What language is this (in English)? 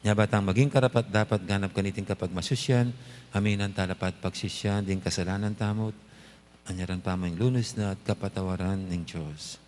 Pampanga